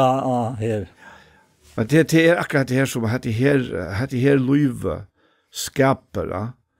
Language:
Faroese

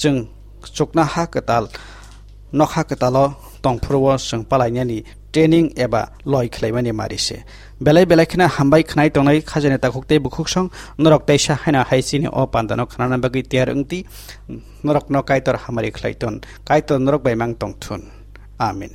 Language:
Kok Borok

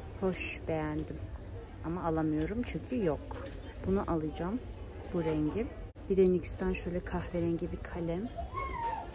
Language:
Turkish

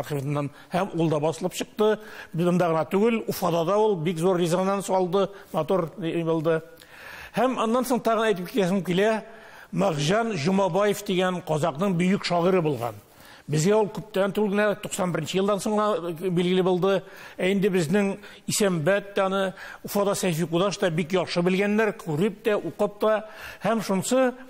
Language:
Tatar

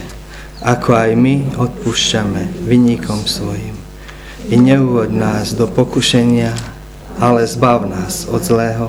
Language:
Slovak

